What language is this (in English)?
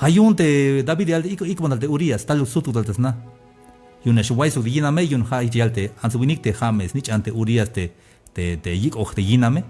Tzeltal